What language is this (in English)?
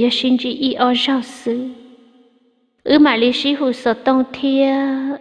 Vietnamese